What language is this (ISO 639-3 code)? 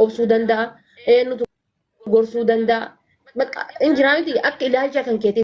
orm